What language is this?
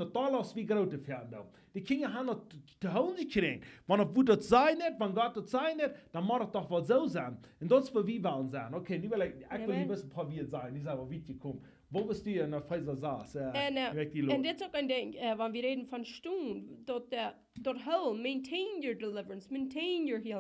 Plautdietsch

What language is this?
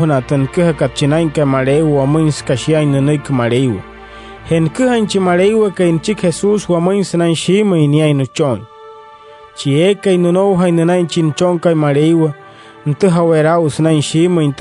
Wayuu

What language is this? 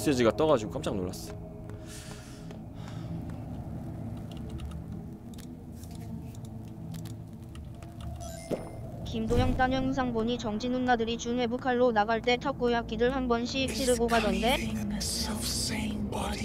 Korean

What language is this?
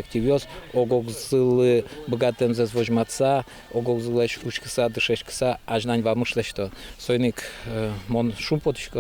Udmurt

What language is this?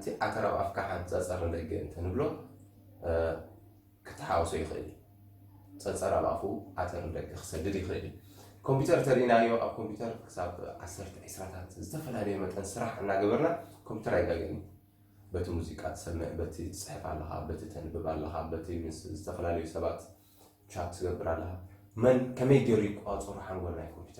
Tigrinya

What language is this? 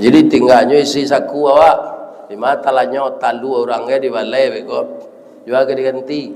Minangkabau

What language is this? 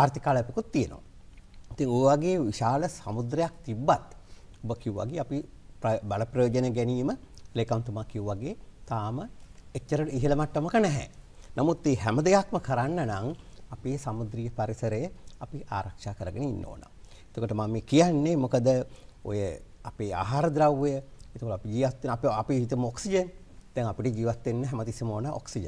Sinhala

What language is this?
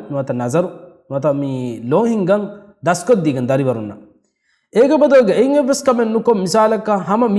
Divehi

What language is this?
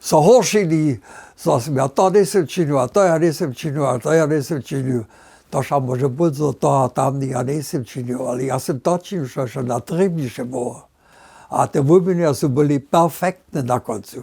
Upper Sorbian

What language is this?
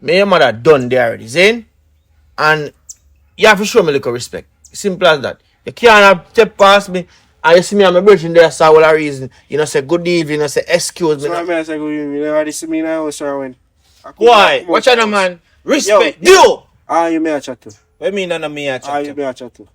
Jamaican Creole English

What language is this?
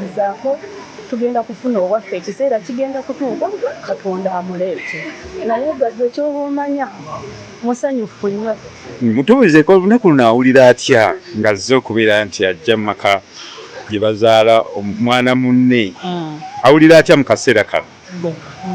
Ganda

